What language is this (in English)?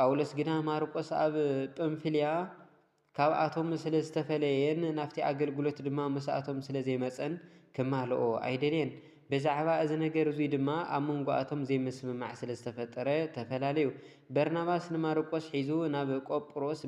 Tigrinya